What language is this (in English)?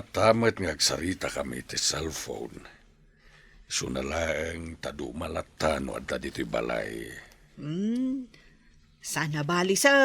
Iloko